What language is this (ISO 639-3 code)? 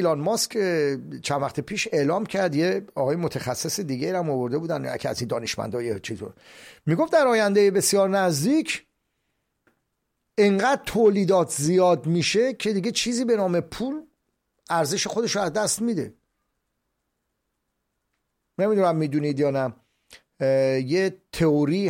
fas